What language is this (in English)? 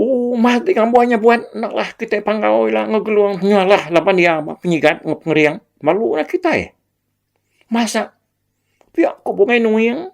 Iban